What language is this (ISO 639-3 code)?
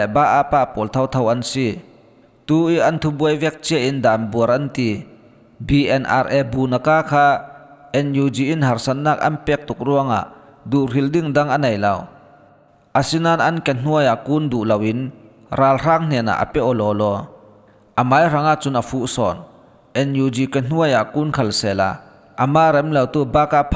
cfm